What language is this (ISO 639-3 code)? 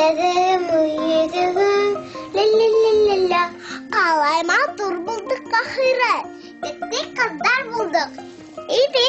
bak